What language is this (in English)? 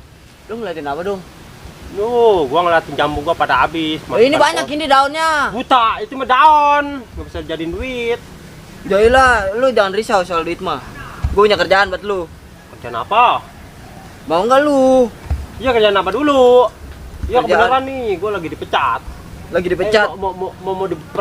Betawi